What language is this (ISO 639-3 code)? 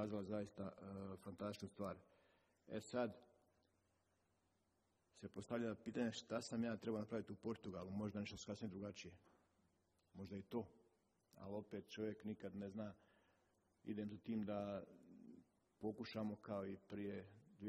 hrv